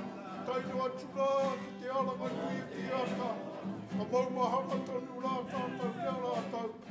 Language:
Māori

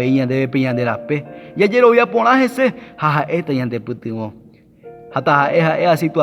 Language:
Guarani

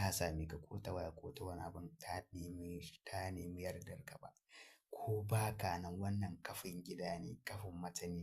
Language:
Hausa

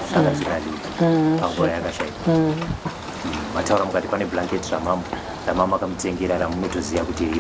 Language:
Shona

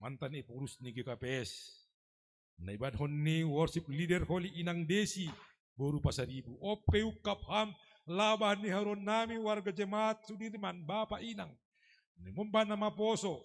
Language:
Batak Simalungun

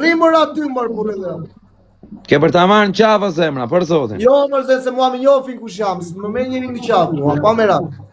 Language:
Albanian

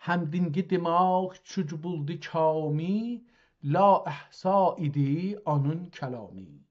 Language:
South Azerbaijani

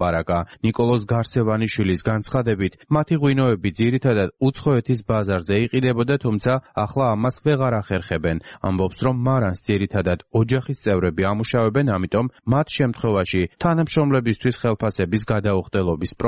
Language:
Georgian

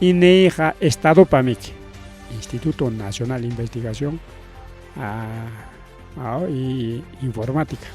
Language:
Ayacucho Quechua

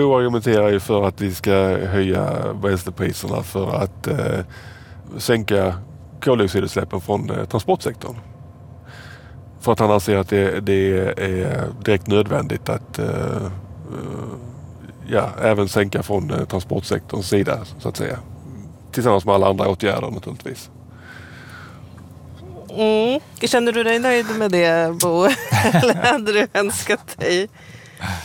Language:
Swedish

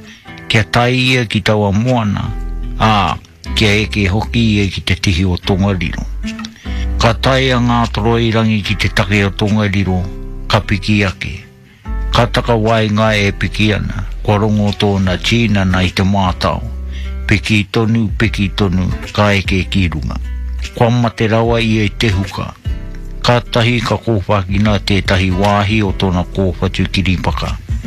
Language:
Māori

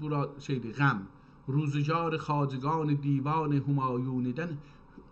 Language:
South Azerbaijani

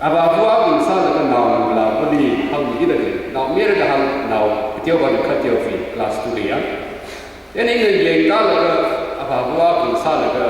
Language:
Tangkhul Naga (India)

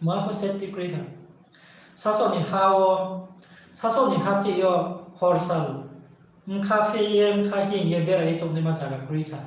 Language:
Riang (India)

